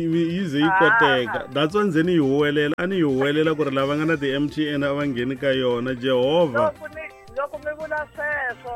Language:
Tsonga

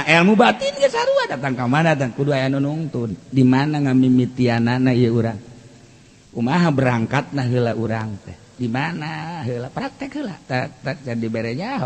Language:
Sundanese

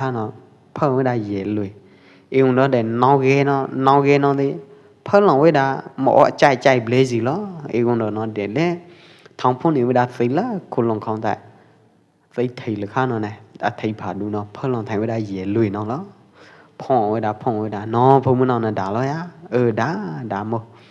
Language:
Pwo Eastern Karen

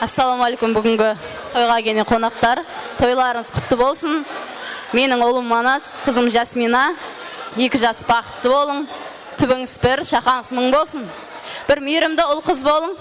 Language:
Kara-Kalpak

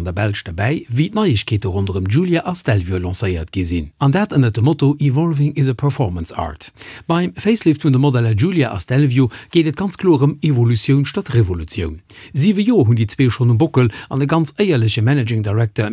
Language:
Luxembourgish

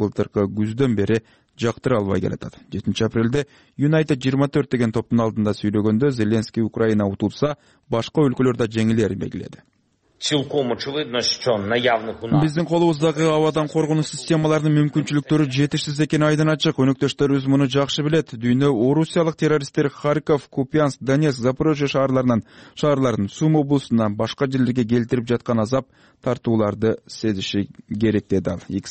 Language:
Kyrgyz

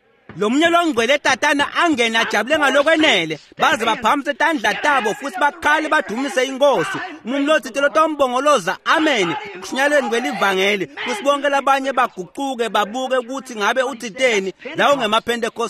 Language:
Swati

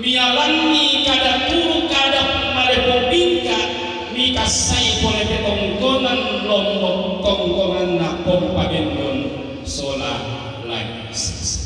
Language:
Toraja-Sa'dan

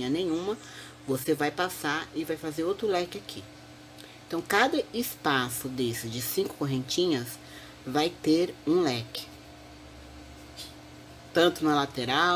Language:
Portuguese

